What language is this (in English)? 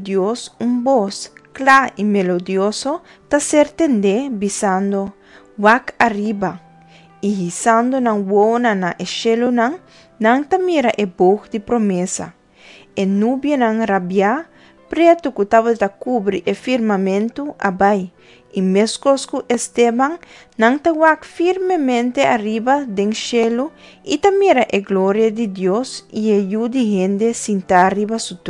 Papiamento